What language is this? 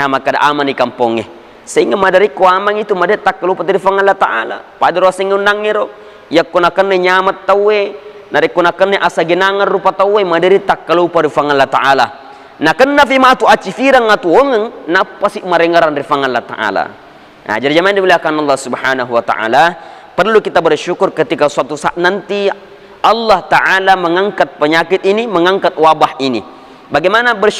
Buginese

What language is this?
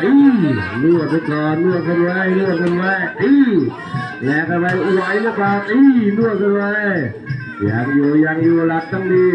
Lao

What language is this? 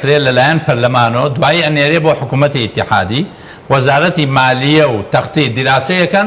Central Kurdish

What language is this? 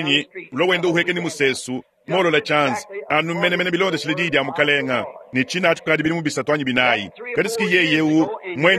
Luba-Lulua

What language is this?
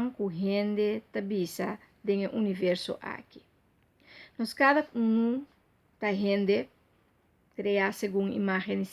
Papiamento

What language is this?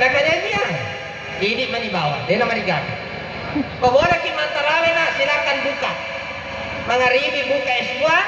Buginese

